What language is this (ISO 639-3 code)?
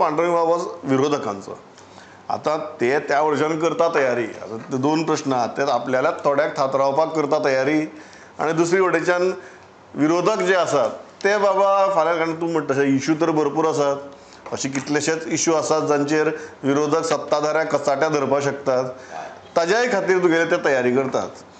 kok